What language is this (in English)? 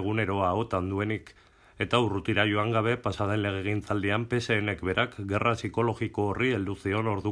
Basque